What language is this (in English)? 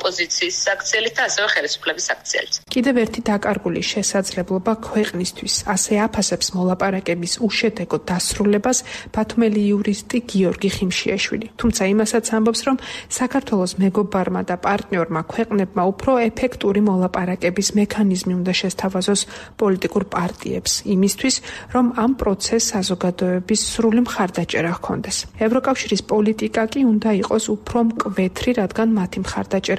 Georgian